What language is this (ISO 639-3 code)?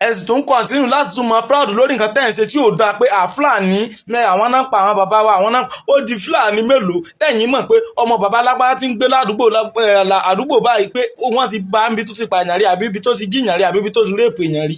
yor